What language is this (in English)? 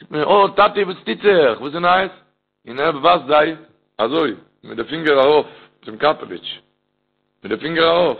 Yiddish